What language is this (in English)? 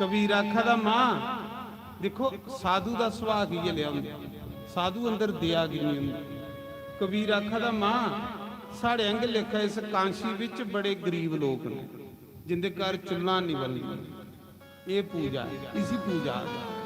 Dogri